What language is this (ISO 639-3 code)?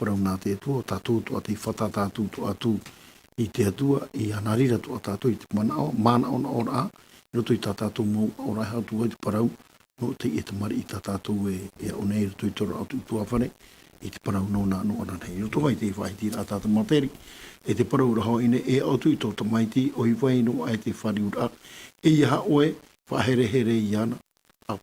tah